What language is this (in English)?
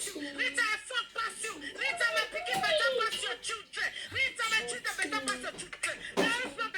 Nigerian Pidgin